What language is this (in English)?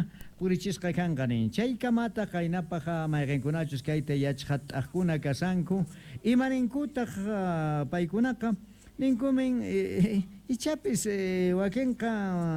South Bolivian Quechua